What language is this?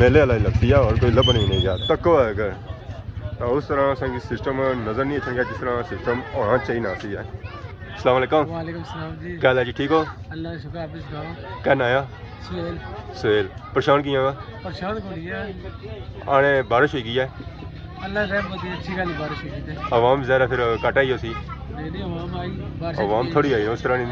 Pahari-Potwari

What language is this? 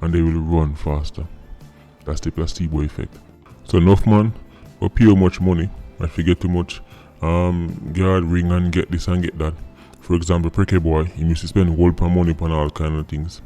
Jamaican Creole English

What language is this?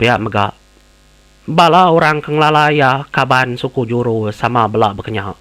Iban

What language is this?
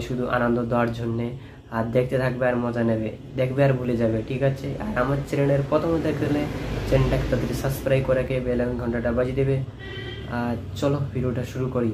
Bangla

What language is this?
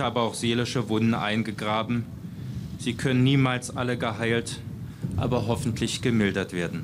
German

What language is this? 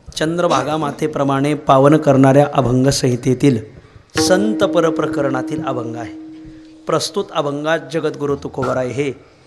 Marathi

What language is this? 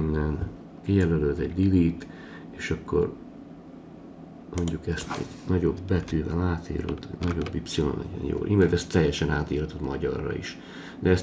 Hungarian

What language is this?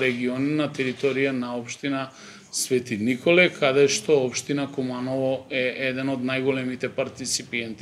Macedonian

